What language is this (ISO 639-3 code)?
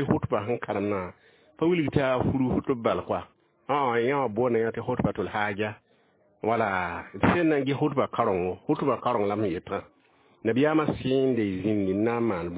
mos